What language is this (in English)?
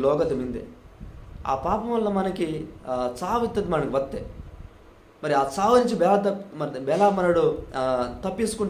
Koya